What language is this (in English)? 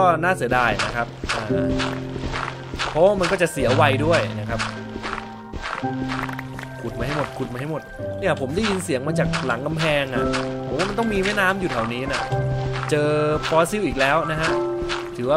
Thai